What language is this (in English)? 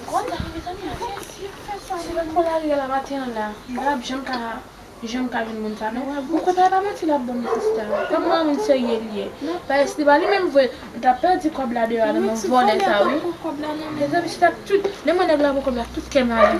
Haitian Creole